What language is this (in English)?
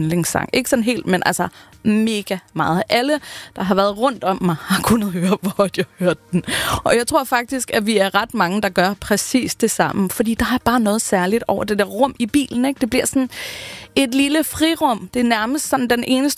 Danish